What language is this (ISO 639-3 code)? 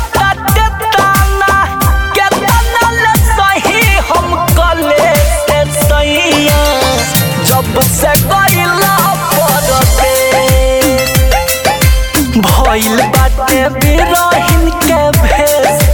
bho